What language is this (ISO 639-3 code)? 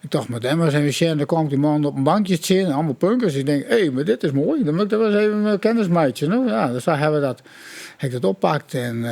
fry